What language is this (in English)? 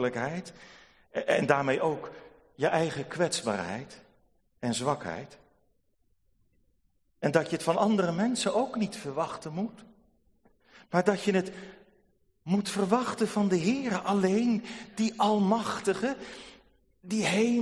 Dutch